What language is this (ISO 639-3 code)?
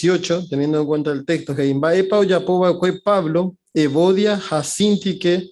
grn